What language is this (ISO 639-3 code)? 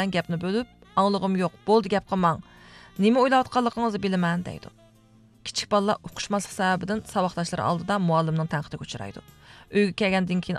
uig